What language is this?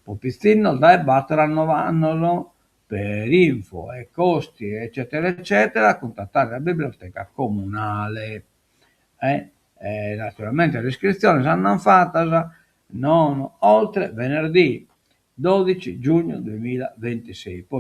Sardinian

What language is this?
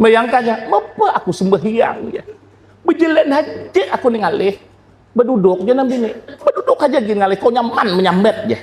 Banjar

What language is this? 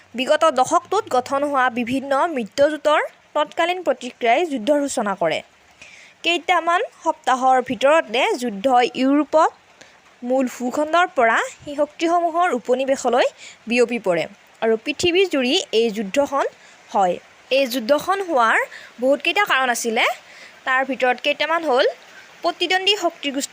Assamese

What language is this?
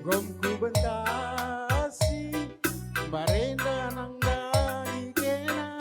Batak Karo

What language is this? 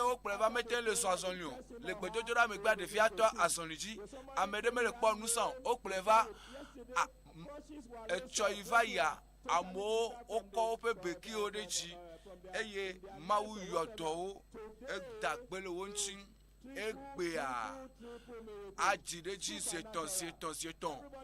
Ewe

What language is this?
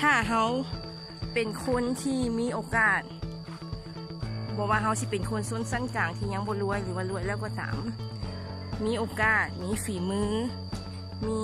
Lao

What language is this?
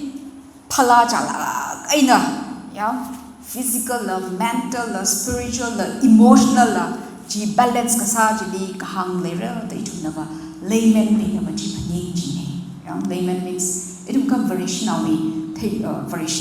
Tangkhul Naga (India)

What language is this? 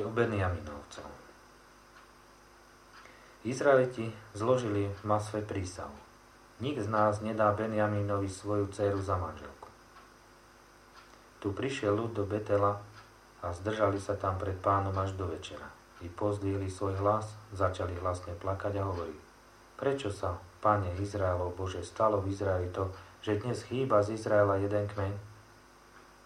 Slovak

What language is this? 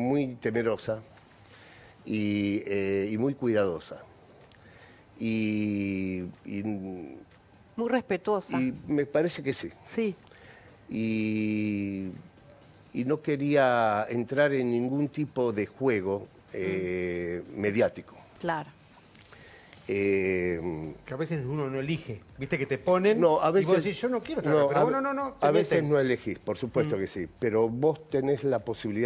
Spanish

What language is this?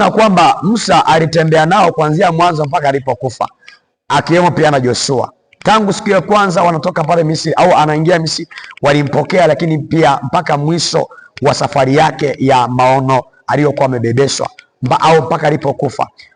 Swahili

